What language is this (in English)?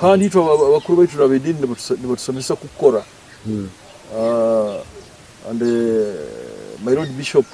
Nyoro